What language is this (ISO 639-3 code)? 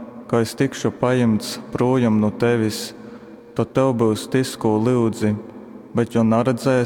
ltg